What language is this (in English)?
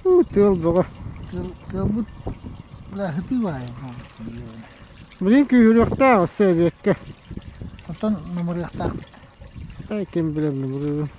Yakut